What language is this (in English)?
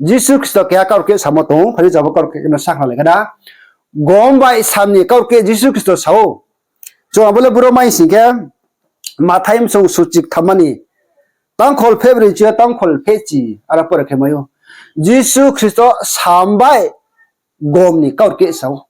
Riang (India)